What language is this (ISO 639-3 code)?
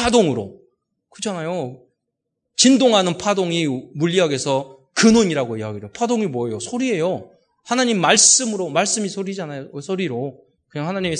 kor